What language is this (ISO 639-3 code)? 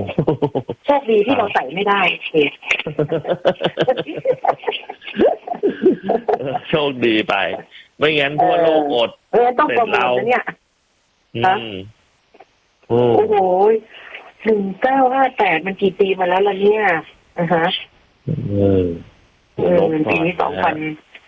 tha